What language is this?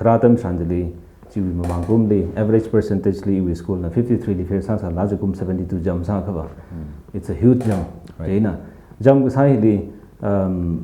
Tangkhul Naga (India)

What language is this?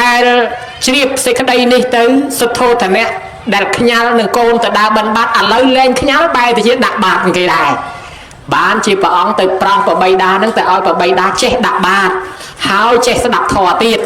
Khmer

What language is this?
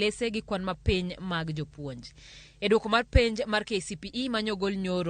Luo (Kenya and Tanzania)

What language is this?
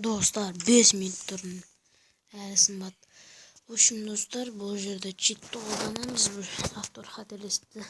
Kazakh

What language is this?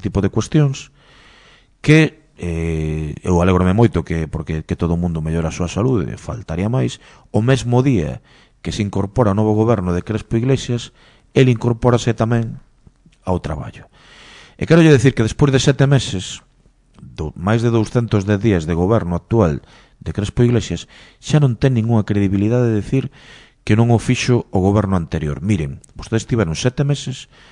Galician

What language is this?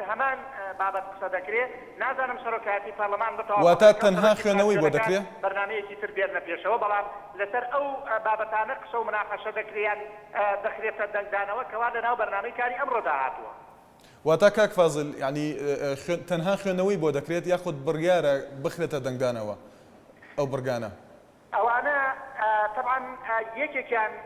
Central Kurdish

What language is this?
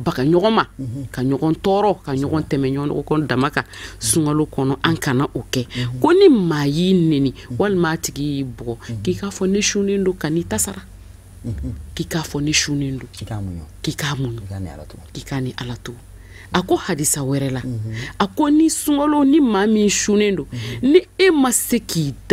Bambara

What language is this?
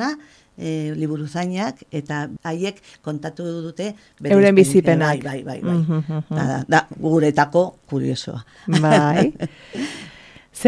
Basque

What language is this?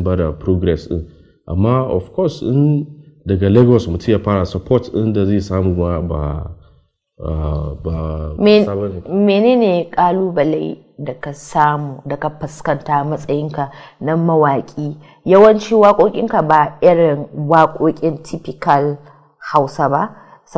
Hausa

